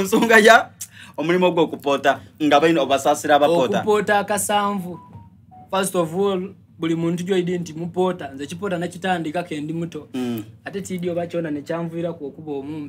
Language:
Soga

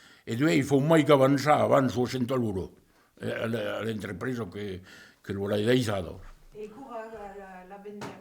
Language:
Occitan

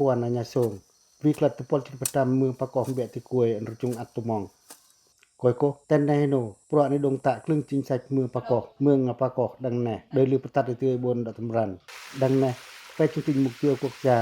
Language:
Pacoh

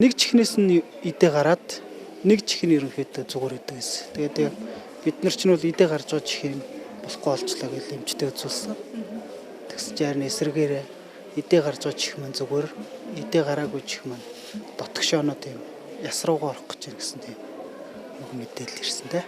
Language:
Mongolian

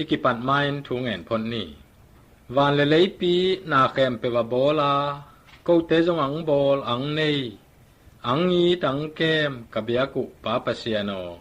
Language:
Tedim Chin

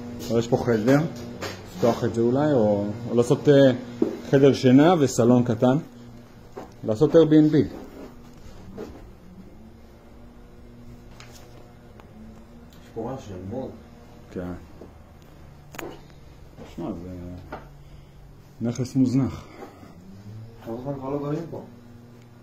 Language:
Hebrew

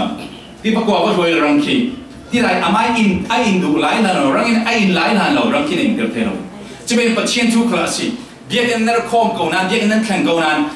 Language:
Falam Chin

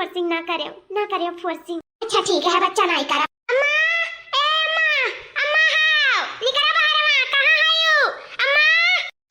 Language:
Awadhi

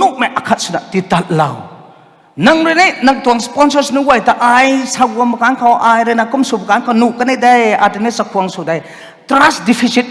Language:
Rongmei Naga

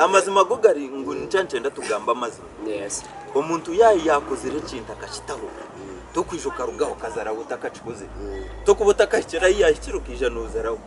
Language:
Nyankole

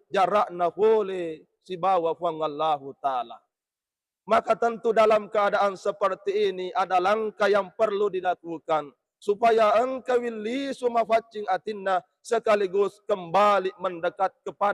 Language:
Buginese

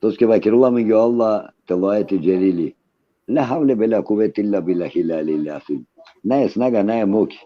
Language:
Balkan Romani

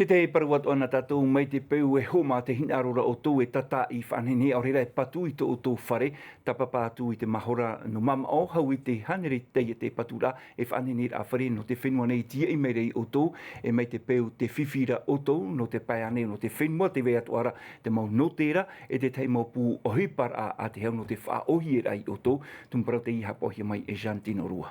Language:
Tahitian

